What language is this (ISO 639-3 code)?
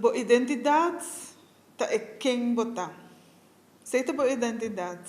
pap